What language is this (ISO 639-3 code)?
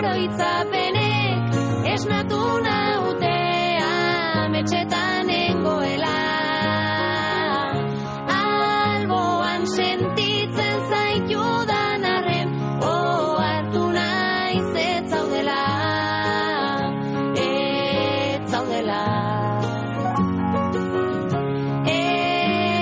eus